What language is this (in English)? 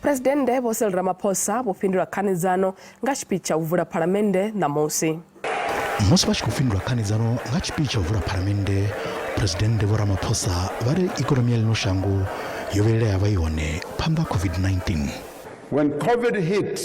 Venda